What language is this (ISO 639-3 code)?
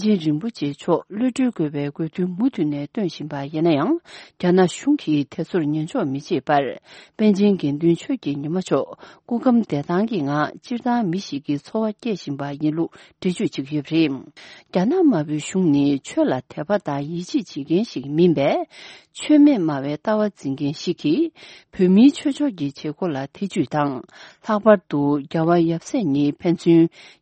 bod